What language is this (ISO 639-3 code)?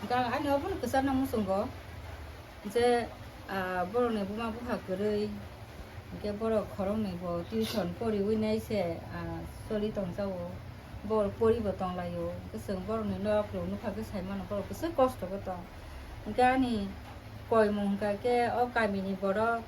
trp